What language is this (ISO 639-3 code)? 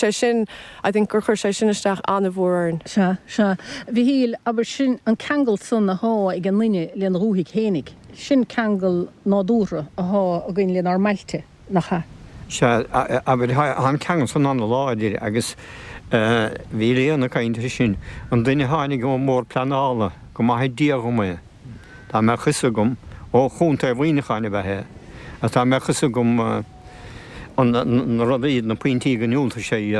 gle